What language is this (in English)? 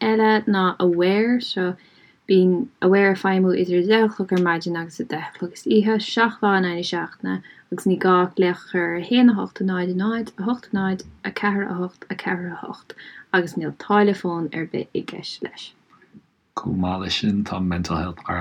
Irish